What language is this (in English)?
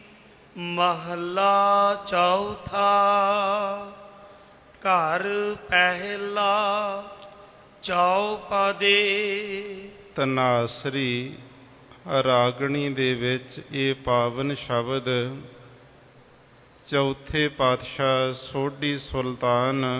Punjabi